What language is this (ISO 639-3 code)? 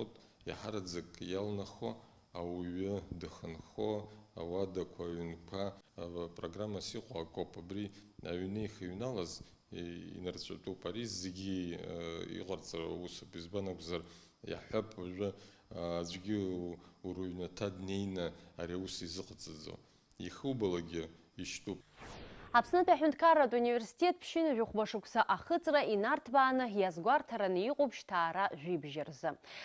abk